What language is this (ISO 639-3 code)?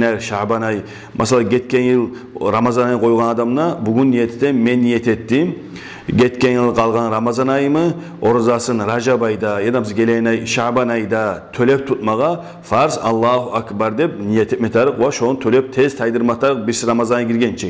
kum